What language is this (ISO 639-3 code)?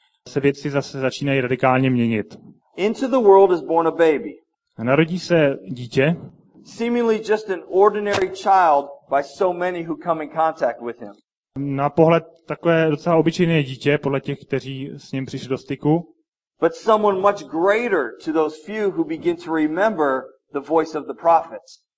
ces